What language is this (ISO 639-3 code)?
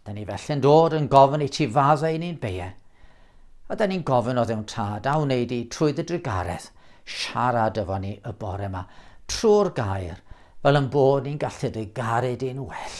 cym